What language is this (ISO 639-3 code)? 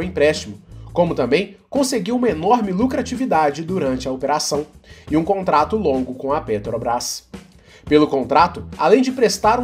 por